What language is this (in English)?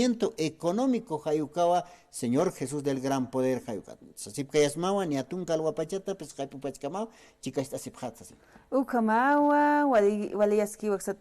Aymara